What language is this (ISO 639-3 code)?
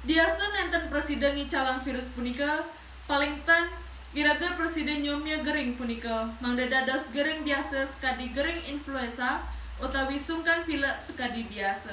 ban